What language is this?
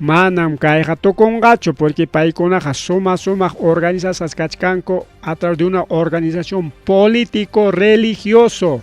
Ayacucho Quechua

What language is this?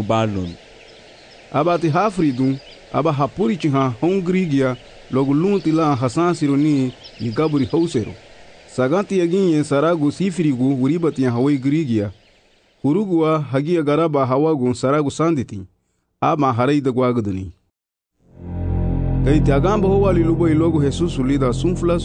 Garifuna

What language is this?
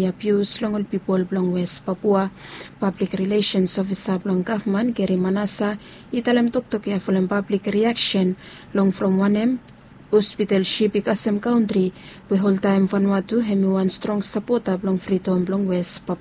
Bislama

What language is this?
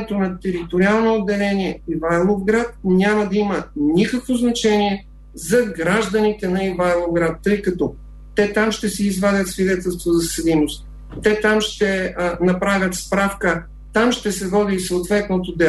Bulgarian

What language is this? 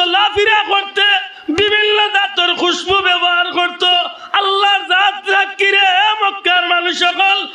Sylheti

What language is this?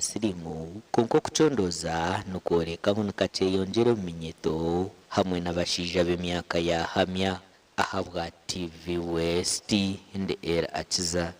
Nyankole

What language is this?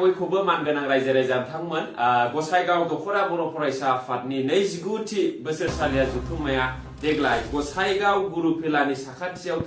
Bodo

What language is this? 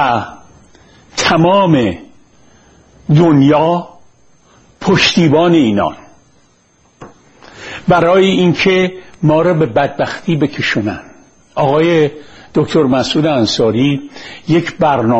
Persian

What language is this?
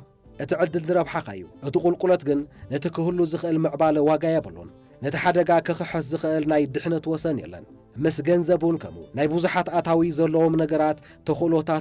Tigrinya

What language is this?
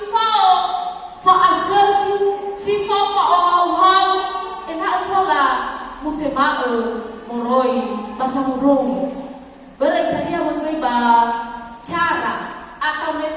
Nias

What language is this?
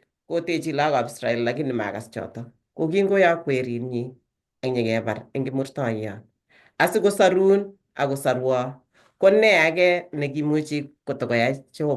Kalenjin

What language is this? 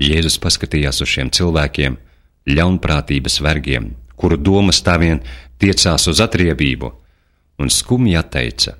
Latvian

